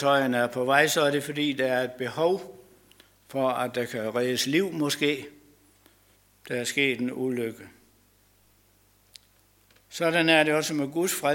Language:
Danish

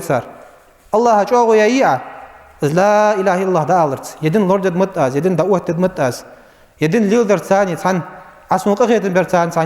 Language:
Ingush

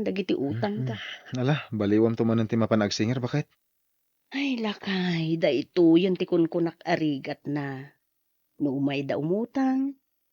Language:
Iloko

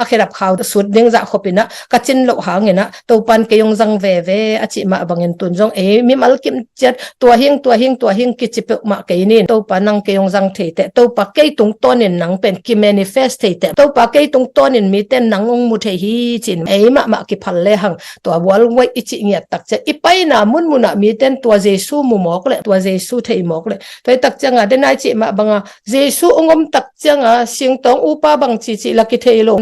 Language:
Tedim Chin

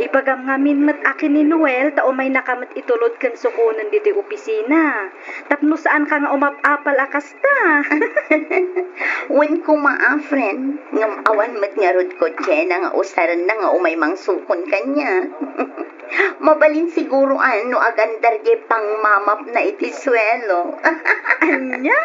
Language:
Iloko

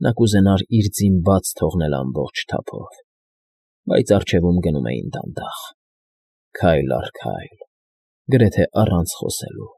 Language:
Armenian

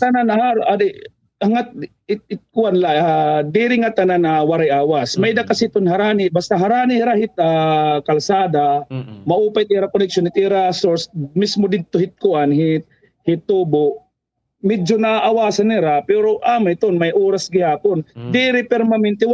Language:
Waray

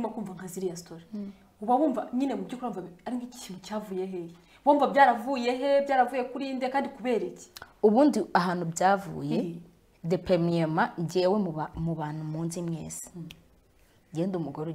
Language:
Kinyarwanda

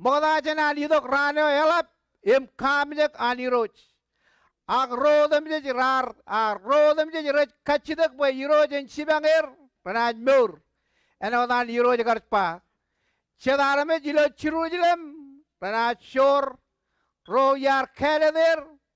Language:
Marshallese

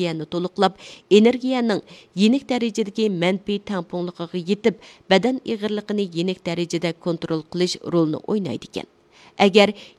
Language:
Uyghur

